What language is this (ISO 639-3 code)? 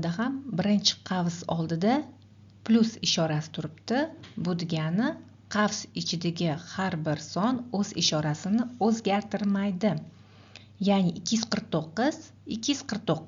uzb